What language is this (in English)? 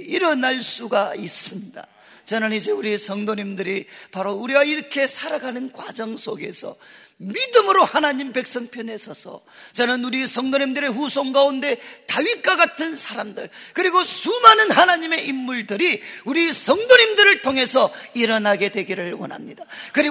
Korean